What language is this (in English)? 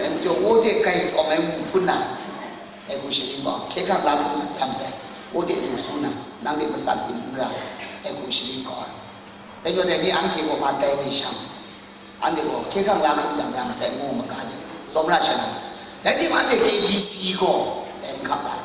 Kachin